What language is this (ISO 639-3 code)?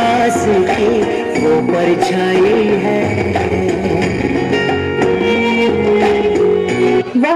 hin